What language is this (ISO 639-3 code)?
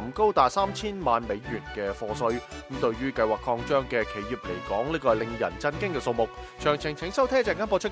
yue